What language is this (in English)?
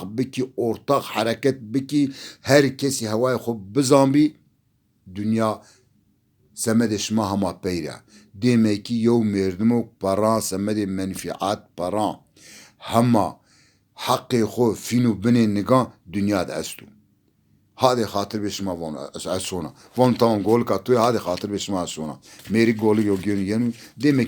Zaza